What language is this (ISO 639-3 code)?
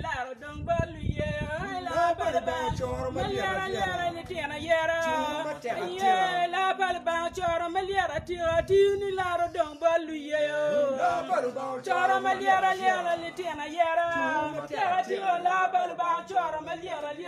ach